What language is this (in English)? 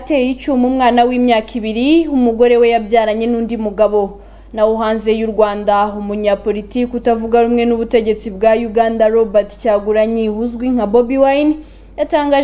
Kinyarwanda